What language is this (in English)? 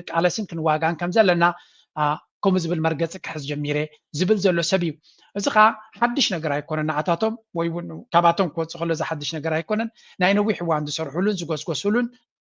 Tigrinya